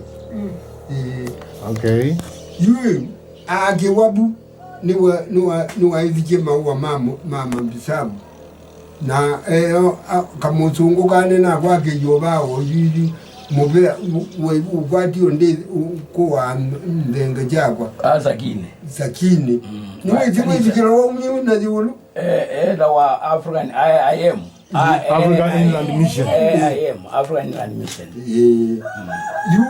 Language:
Kamba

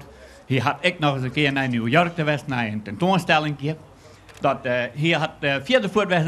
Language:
Western Frisian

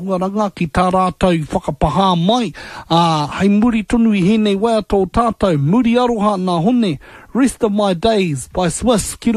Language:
Māori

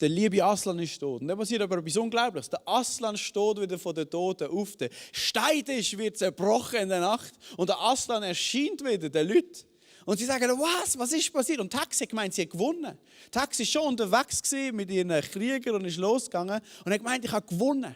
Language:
Swiss German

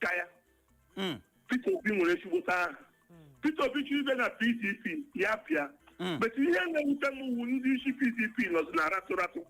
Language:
Igbo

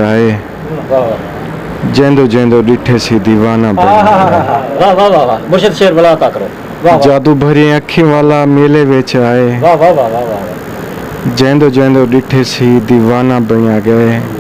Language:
Saraiki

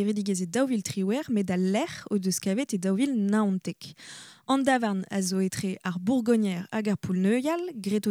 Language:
Breton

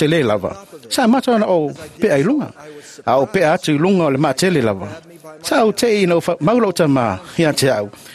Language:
Samoan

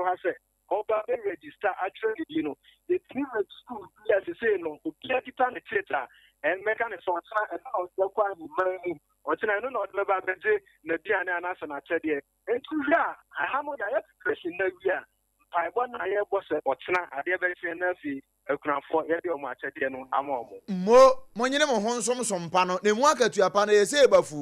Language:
Akan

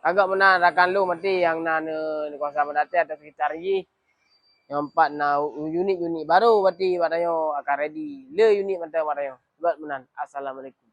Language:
Achinese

